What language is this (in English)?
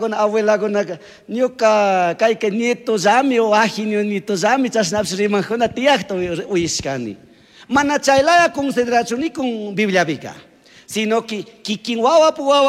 Chimborazo Highland Quichua